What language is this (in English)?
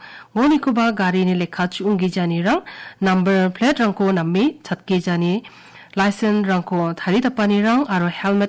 Garo